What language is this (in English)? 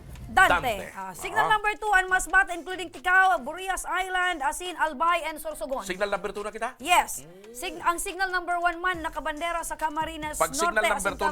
Bikol